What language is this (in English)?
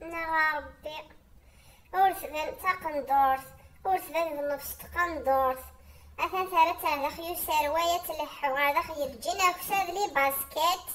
Kabyle